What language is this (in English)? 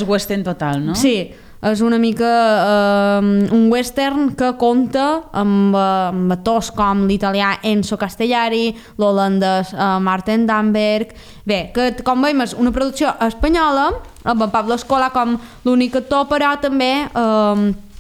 Catalan